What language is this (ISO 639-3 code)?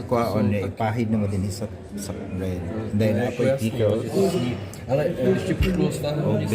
ceb